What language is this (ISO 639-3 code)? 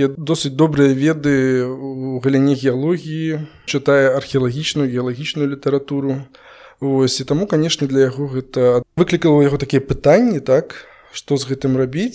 bel